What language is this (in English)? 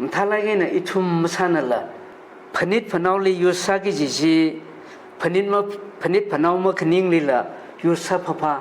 Tangkhul Naga (India)